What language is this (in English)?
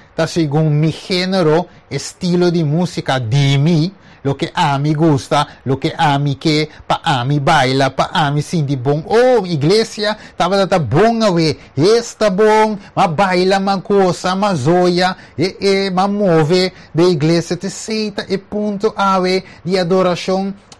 Papiamento